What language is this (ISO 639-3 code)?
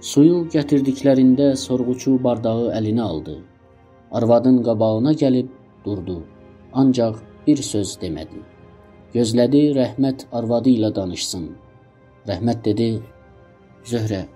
azb